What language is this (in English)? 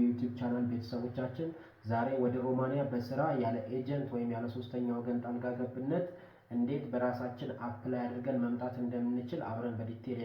Amharic